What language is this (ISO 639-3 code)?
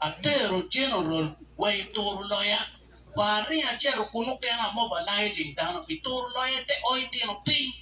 ach